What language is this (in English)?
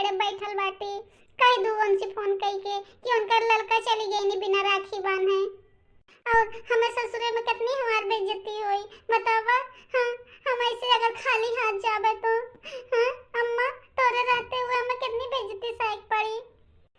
Bhojpuri